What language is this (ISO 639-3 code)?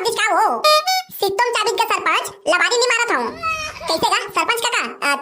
hne